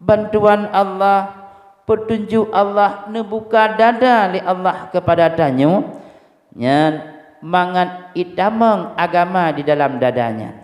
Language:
Achinese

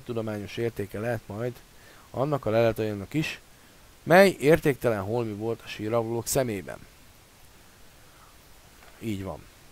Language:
Hungarian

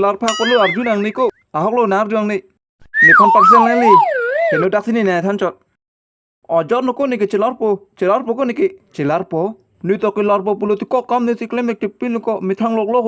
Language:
Karbi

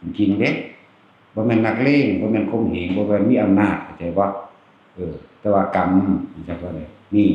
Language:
Northeastern Thai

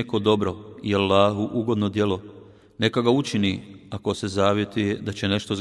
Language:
Bosnian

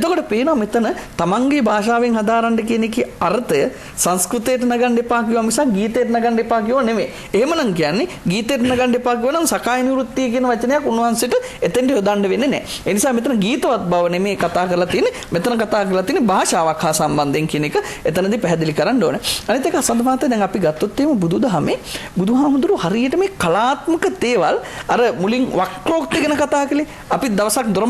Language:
Sinhala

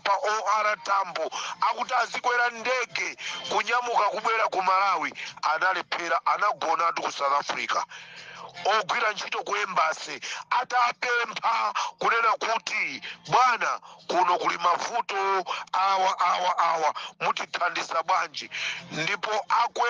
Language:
Nyanja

